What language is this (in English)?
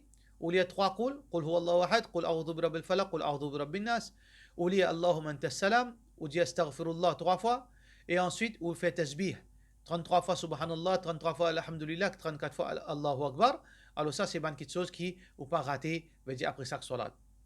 Morisyen